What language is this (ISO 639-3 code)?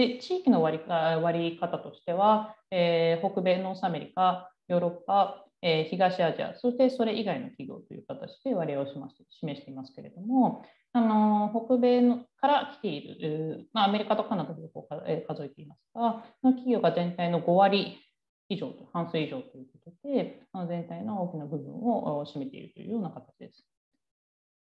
jpn